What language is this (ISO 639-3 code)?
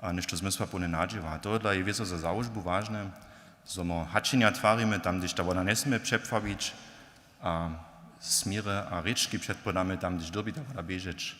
hsb